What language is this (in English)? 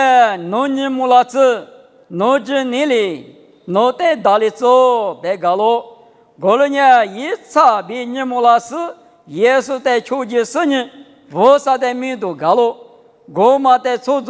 Lisu